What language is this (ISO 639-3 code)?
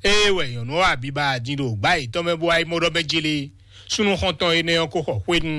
fon